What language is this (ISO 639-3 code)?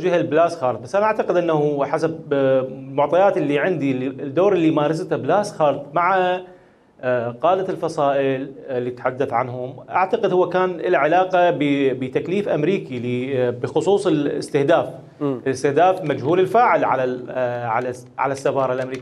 acm